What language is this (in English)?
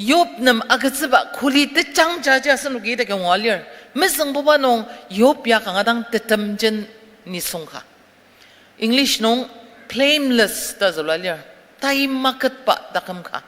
Ao Naga